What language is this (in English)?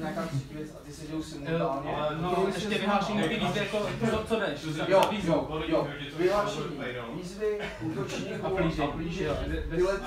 Czech